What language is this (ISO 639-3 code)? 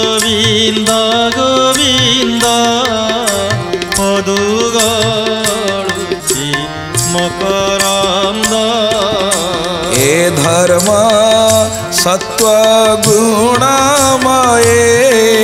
ori